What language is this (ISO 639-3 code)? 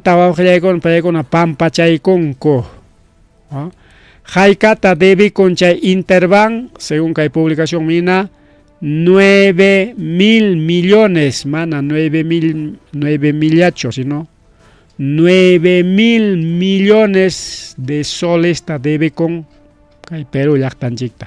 quy